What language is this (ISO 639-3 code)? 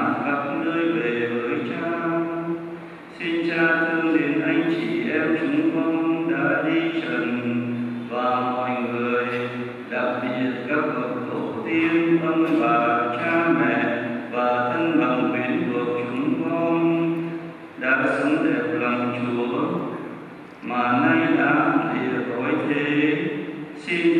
vie